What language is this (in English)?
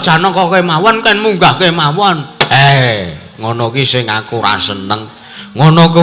Javanese